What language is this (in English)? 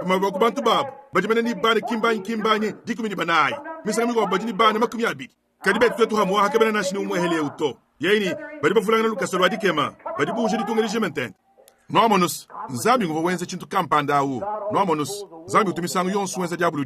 Luba-Lulua